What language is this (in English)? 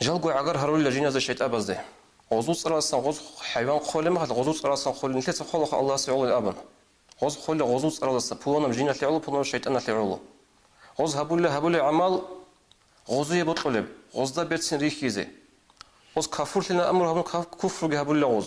Avaric